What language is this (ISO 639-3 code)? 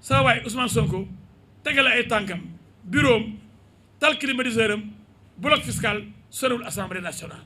wol